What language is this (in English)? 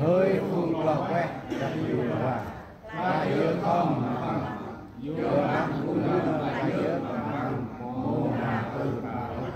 Central Mnong